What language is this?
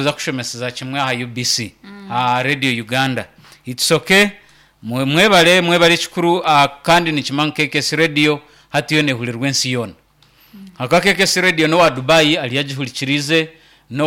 Nyankole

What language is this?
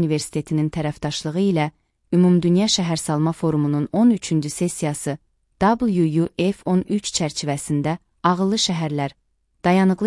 Azerbaijani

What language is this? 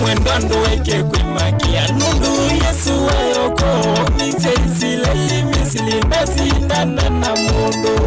Kamba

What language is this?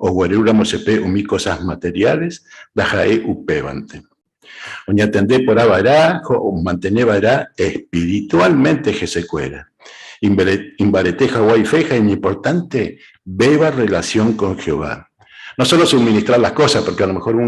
Guarani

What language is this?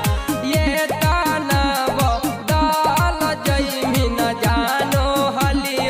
Magahi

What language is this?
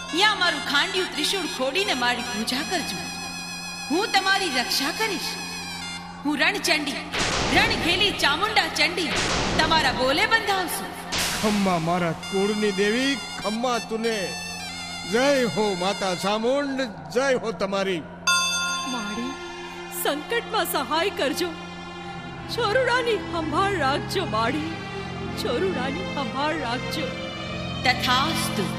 Gujarati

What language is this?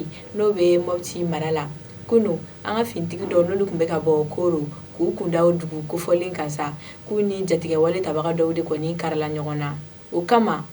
Bambara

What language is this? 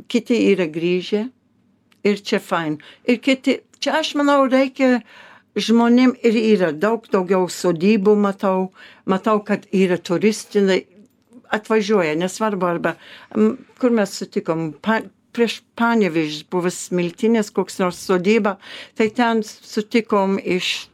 Lithuanian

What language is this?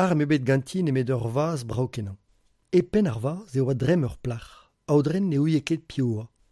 Breton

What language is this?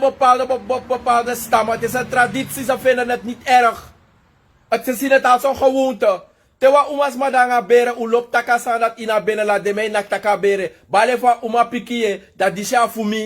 Sranan Tongo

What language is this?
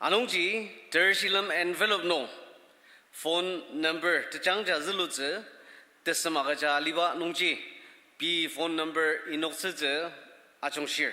Ao Naga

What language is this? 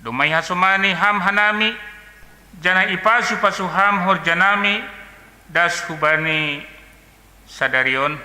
Batak Simalungun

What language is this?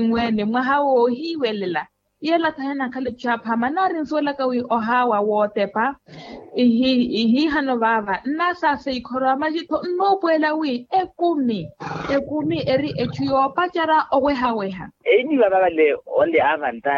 Makhuwa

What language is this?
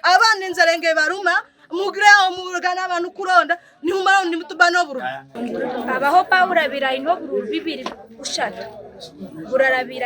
Nyankole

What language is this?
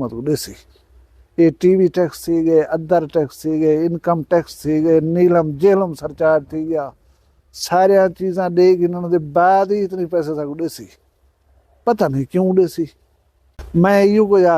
Saraiki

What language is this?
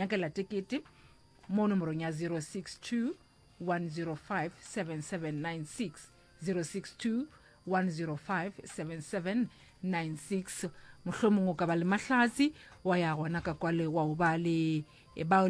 Northern Sotho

